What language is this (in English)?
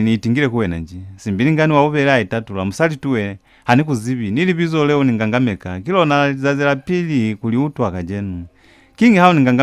Lozi